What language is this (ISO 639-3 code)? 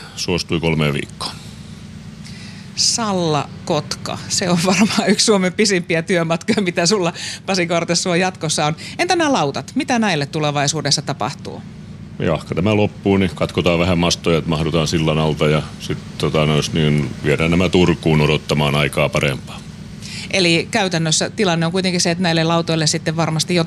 fin